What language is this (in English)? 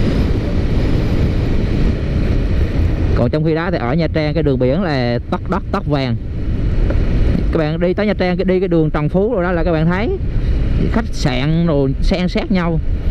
Vietnamese